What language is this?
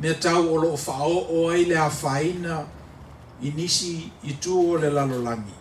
Samoan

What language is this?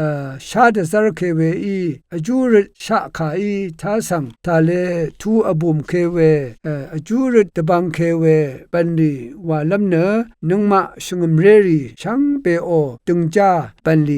Rawang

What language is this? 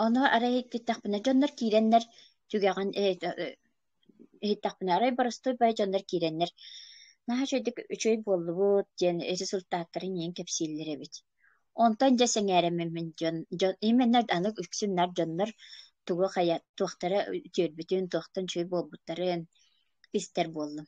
Yakut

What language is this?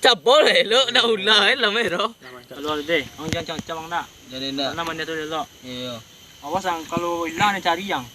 Minangkabau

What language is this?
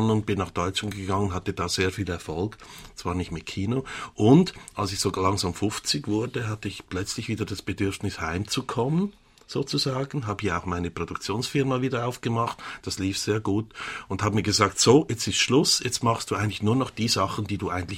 German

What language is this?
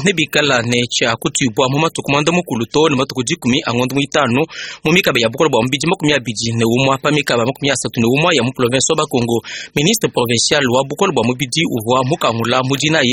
Luba-Lulua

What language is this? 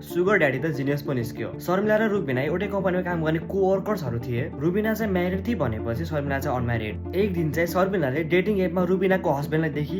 Nepali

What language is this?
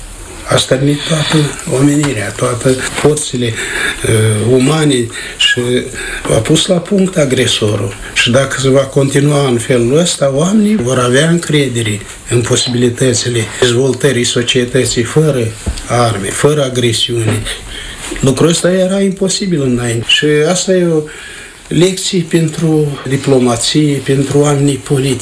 Romanian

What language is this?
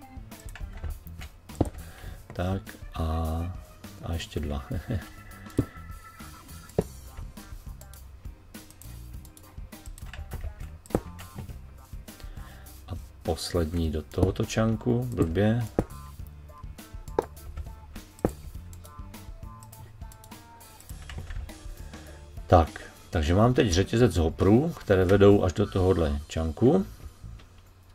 Czech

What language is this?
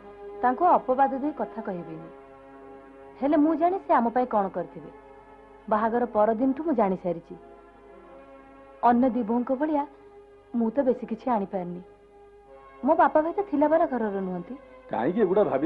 Odia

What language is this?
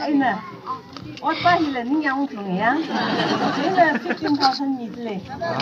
Tangkhul Naga (India)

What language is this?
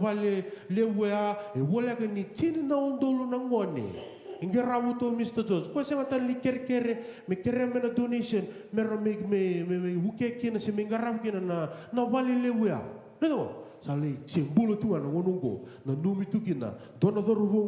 Fijian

